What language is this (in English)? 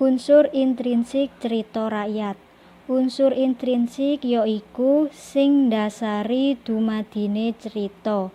Javanese